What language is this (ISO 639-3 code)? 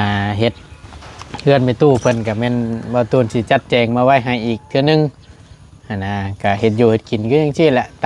tts